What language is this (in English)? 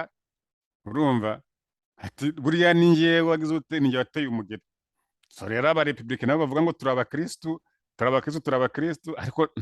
Kinyarwanda